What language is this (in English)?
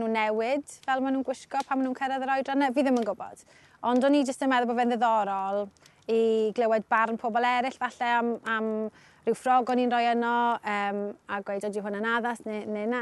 Welsh